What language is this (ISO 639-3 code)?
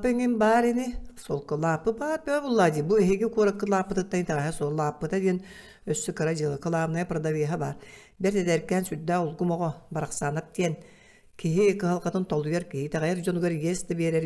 sah